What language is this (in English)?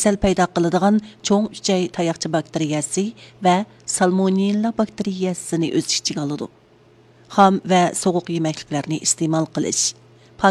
Uyghur